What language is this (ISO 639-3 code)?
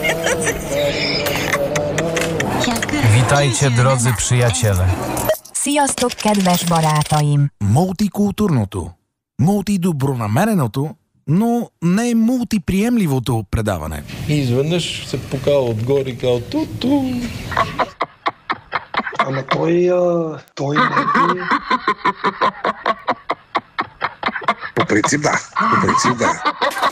bul